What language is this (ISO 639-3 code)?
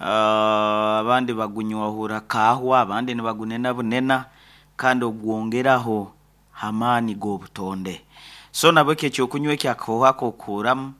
nyn